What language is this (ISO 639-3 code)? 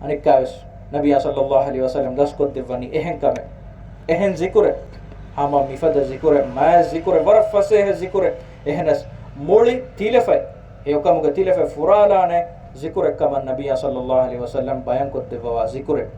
div